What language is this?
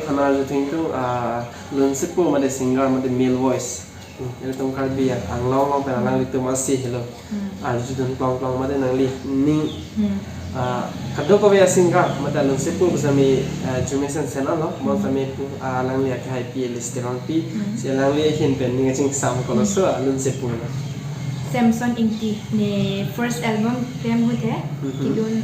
Karbi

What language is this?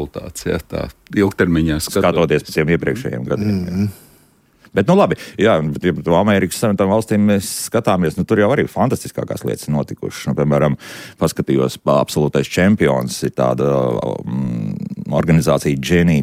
Latvian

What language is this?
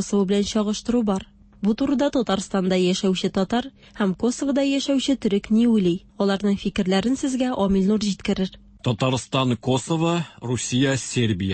Tatar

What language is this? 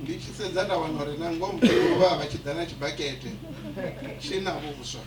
Venda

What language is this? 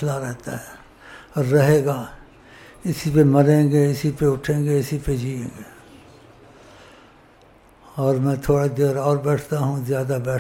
Urdu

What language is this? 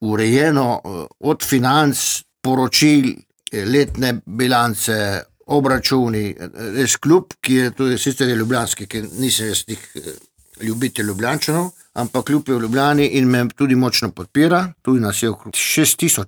Slovenian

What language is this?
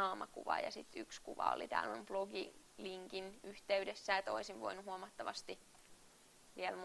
Finnish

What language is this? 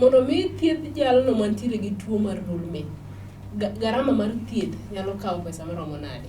Luo (Kenya and Tanzania)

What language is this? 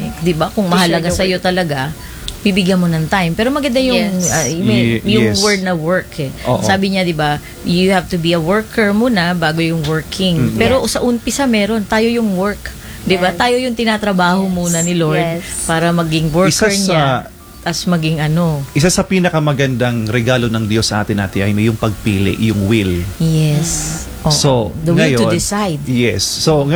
Filipino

